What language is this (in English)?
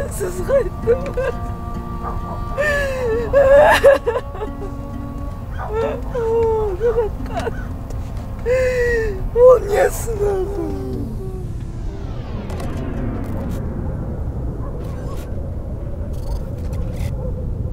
Kazakh